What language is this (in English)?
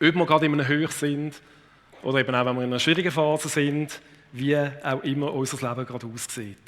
Swiss German